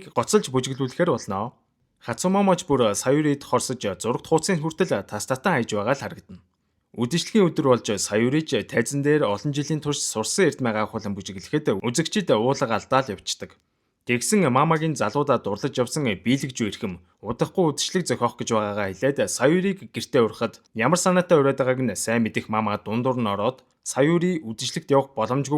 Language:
Mongolian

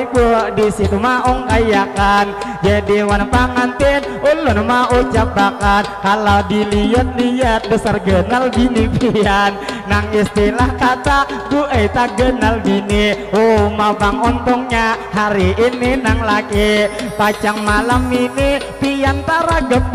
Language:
Banjar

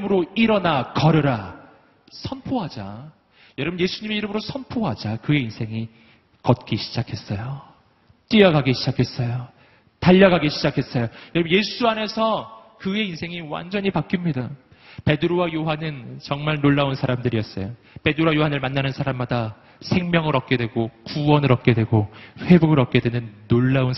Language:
Korean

